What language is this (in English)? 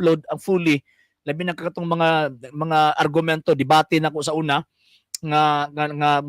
Cebuano